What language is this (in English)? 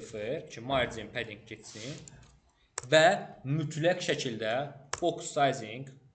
Azerbaijani